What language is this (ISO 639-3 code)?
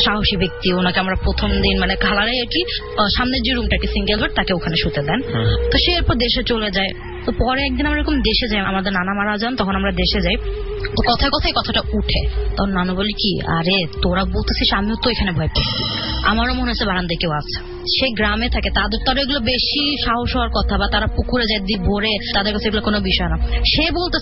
ben